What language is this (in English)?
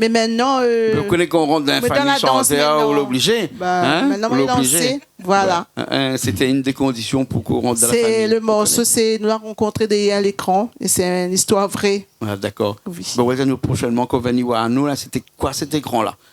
Réunion Creole French